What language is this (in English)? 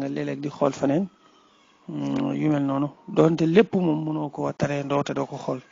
Wolof